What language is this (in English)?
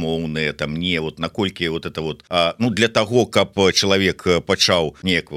Belarusian